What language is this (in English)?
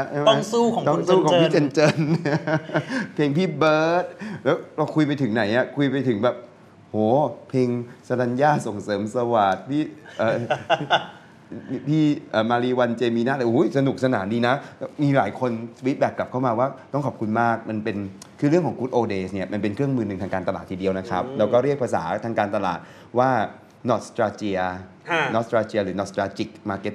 Thai